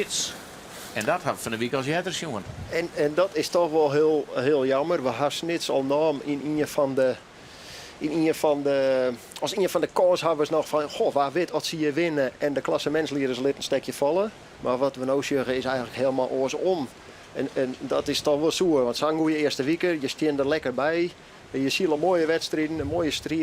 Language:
Western Frisian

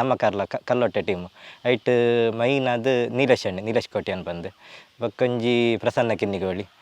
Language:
Tulu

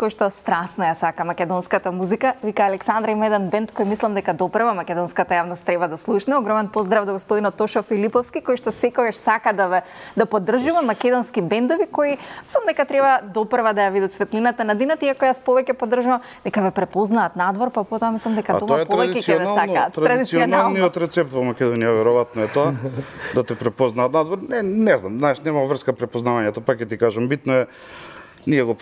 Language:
Macedonian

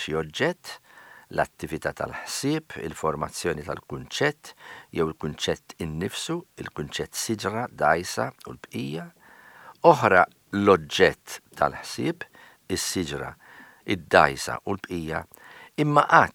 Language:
Maltese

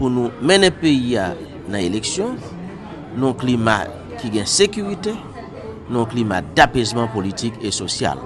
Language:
Haitian Creole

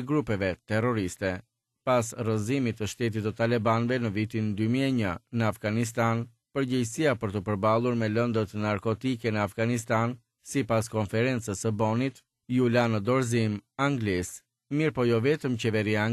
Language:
Albanian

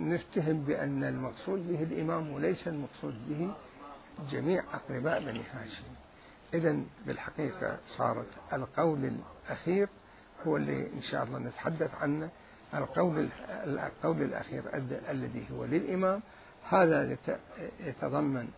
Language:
Mesopotamian Arabic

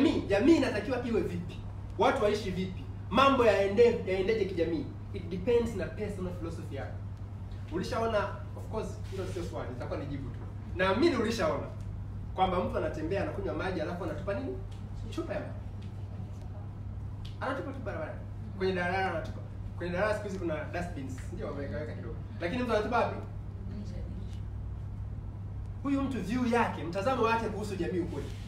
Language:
Swahili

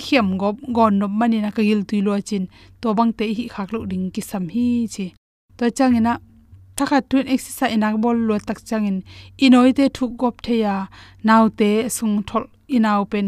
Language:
Tedim Chin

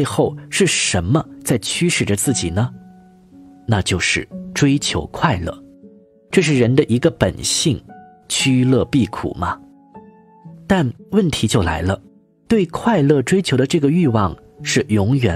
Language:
Chinese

